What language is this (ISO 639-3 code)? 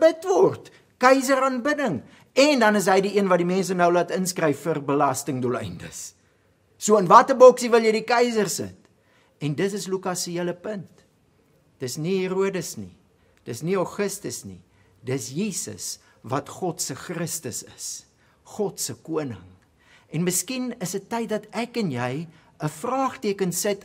afr